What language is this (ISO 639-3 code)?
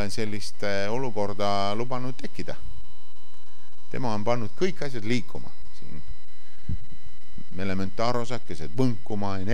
est